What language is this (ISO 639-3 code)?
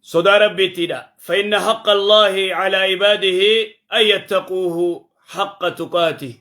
orm